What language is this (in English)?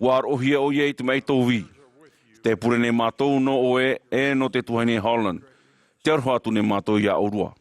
Tahitian